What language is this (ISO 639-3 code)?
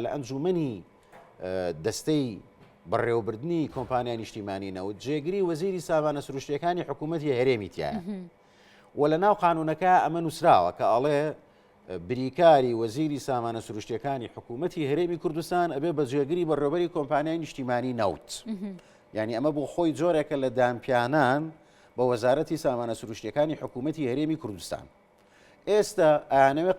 ckb